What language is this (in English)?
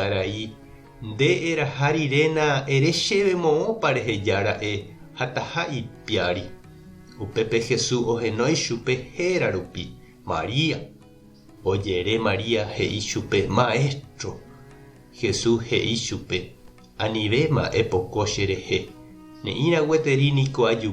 Guarani